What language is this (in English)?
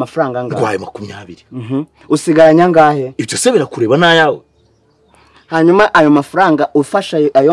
Kinyarwanda